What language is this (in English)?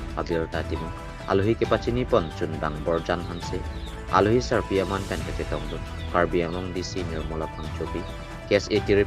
Karbi